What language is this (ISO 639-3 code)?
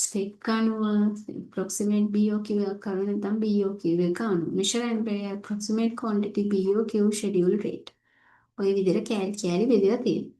sin